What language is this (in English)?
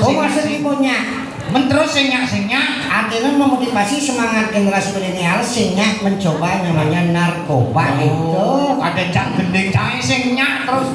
Balinese